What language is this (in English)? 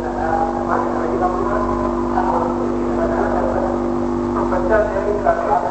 Gujarati